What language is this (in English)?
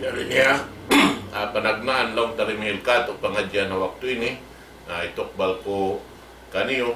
Tausug